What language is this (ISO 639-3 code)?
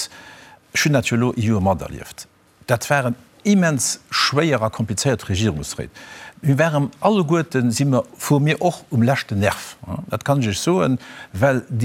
ltz